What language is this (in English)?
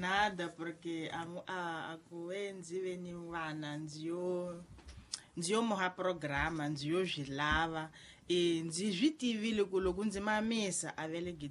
Tsonga